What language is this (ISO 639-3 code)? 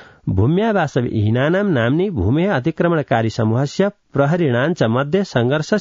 san